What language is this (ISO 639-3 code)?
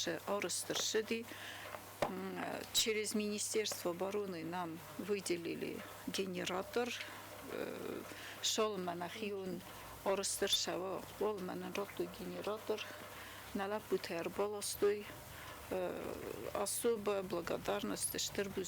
oss